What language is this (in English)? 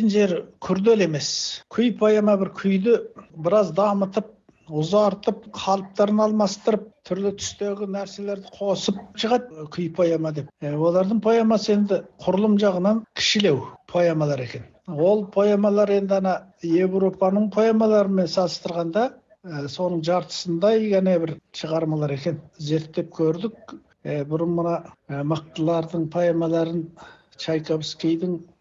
Kazakh